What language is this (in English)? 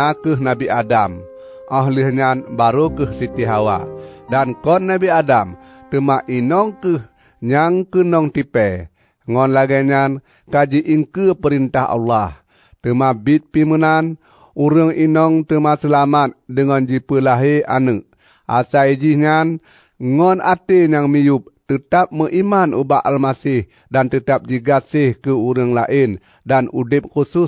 Achinese